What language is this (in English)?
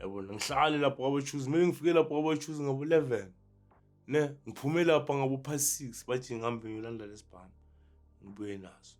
Zulu